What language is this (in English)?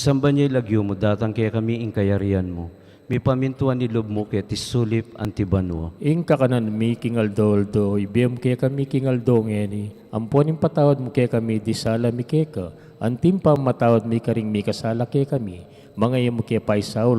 Pampanga